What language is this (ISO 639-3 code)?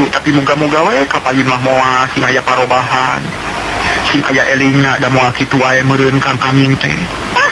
sun